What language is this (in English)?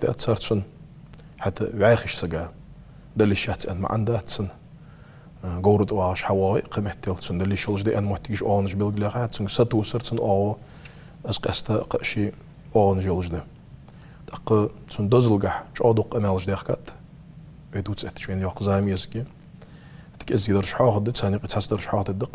Ingush